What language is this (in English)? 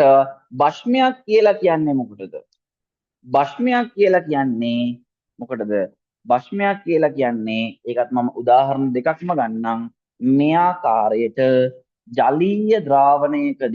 Sinhala